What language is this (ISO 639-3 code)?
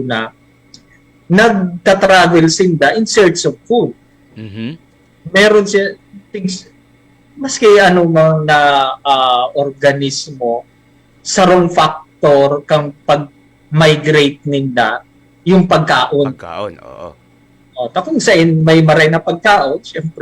bik